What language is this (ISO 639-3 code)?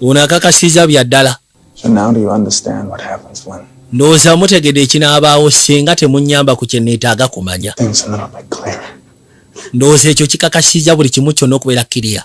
lug